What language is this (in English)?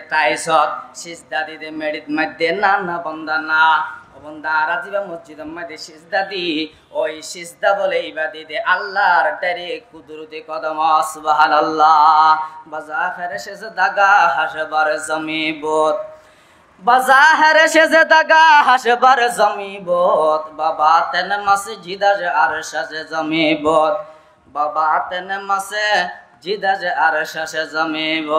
Rohingya